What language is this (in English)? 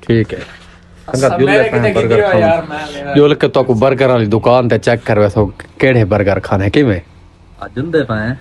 Saraiki